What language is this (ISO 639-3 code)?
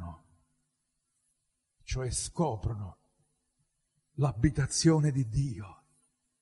ita